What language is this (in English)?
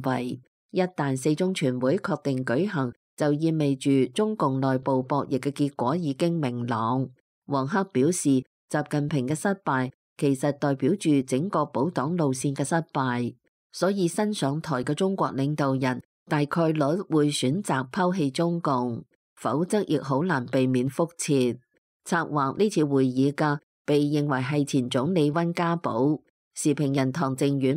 Cantonese